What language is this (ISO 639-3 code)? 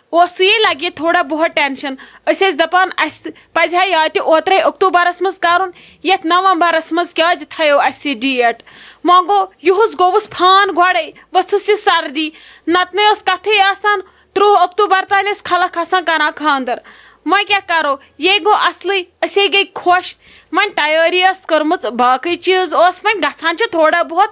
kas